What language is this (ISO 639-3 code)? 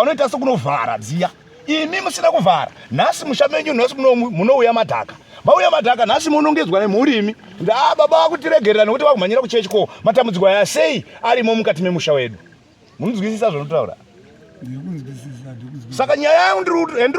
sna